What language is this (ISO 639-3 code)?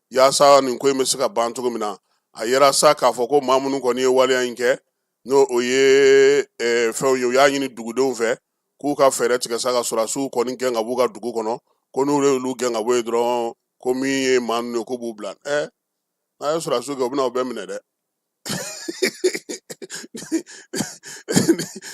bam